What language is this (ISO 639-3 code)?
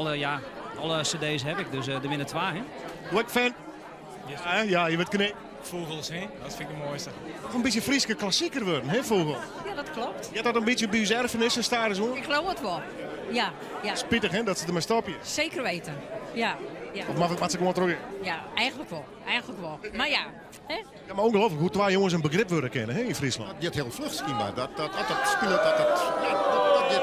fry